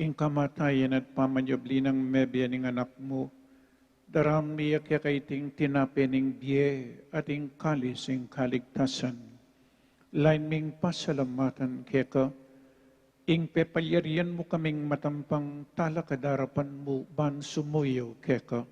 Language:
Pampanga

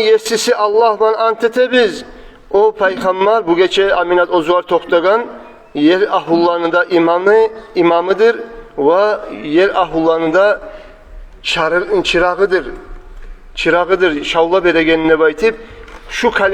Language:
Kumyk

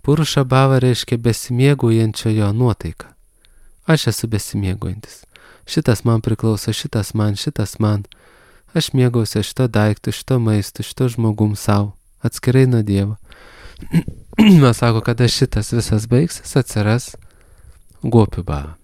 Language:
Lithuanian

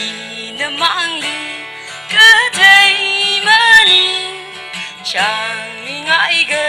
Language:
Tangkhul Naga (India)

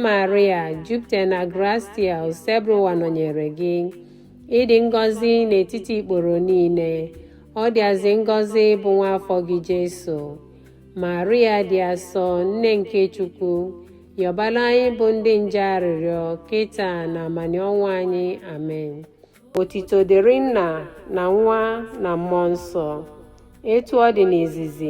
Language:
Igbo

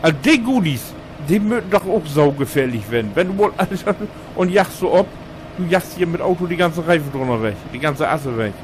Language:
Low German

